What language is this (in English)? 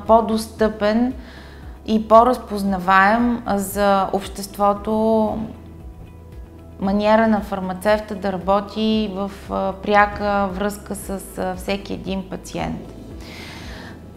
Bulgarian